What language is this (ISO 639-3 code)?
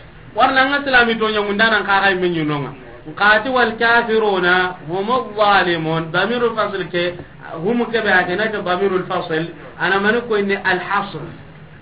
snk